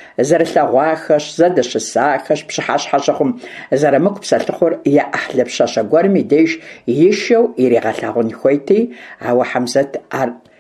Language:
Kabardian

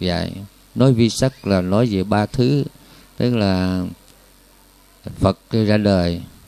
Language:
Vietnamese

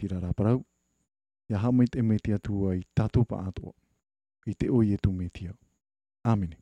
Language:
Tahitian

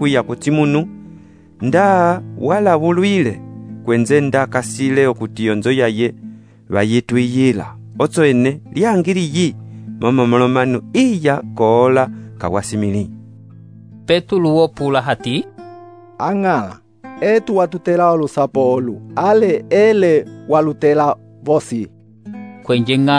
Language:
Umbundu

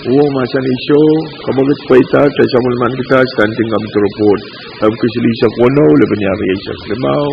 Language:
Pohnpeian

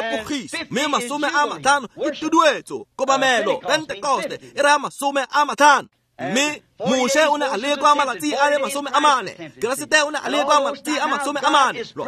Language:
Tswana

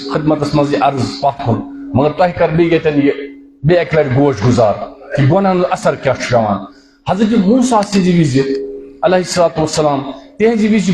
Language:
Kashmiri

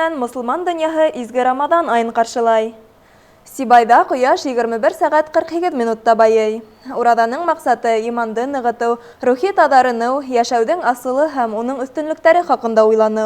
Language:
Bashkir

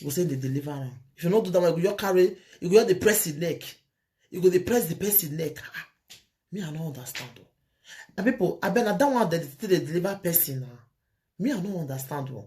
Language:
Nigerian Pidgin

